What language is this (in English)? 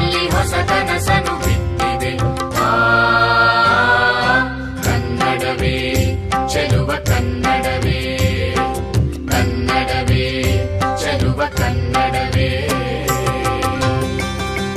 Kannada